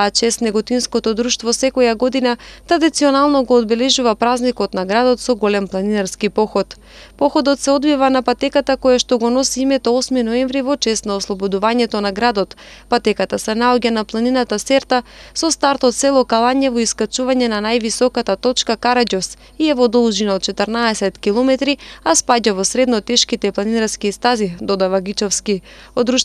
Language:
Macedonian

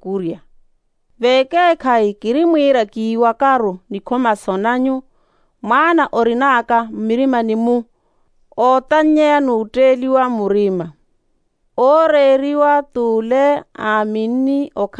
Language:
Makhuwa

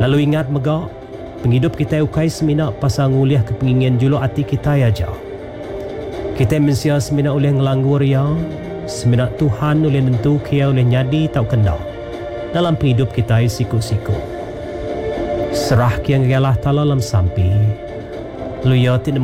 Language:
Iban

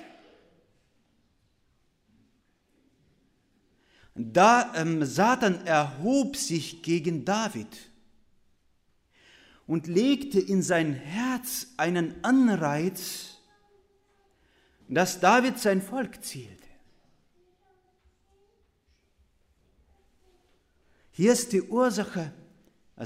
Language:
German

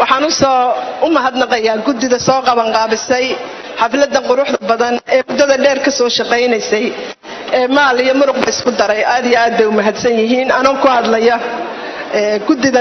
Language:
Somali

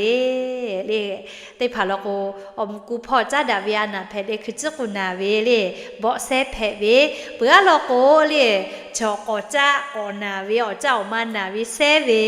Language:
Lahu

